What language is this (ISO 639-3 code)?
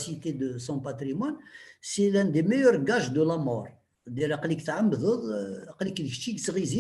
kab